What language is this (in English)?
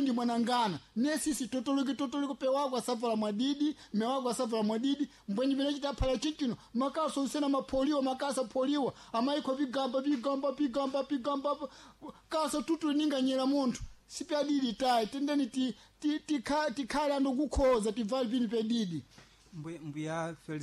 Sena